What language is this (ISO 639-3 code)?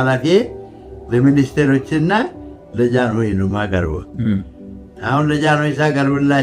amh